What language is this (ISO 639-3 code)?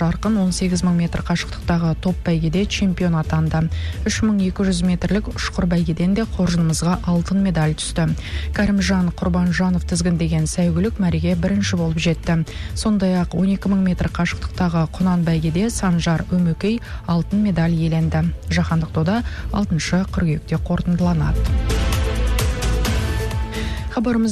kaz